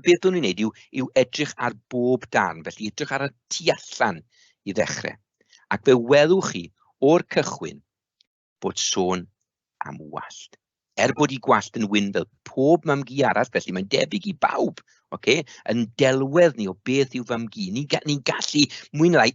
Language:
Welsh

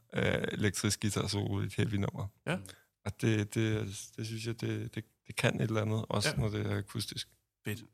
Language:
Danish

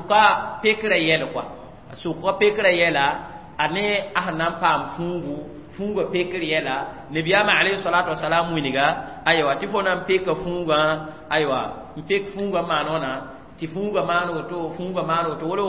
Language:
Mossi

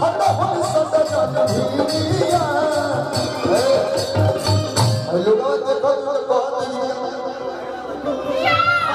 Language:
Bhojpuri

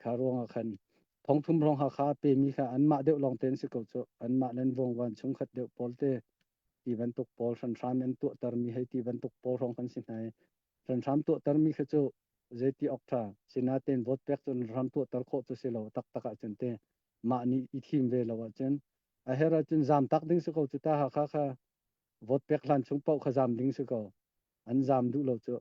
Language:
Hakha Chin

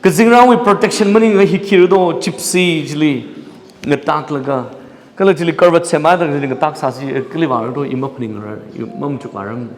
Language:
Tangkhul Naga (India)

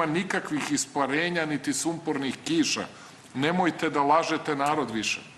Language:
Serbian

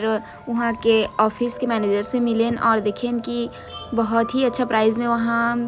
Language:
Chhattisgarhi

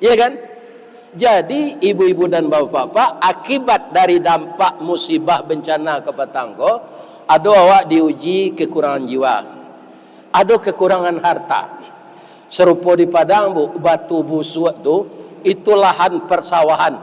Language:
Minangkabau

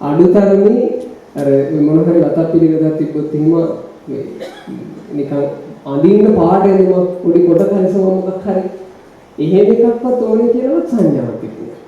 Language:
Sinhala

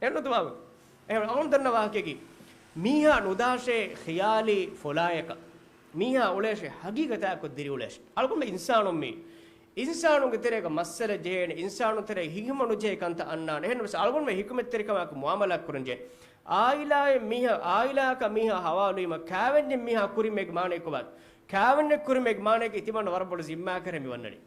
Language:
Divehi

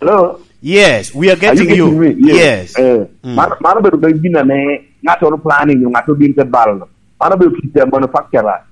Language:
Lango (Uganda)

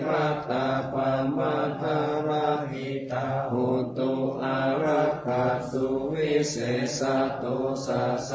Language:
Pali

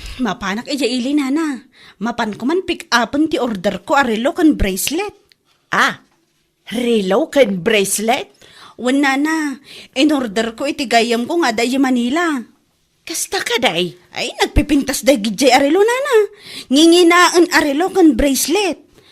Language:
Iloko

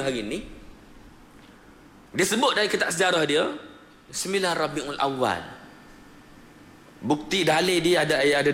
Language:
Malay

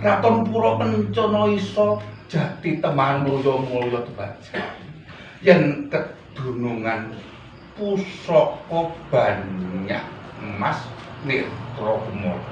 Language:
Javanese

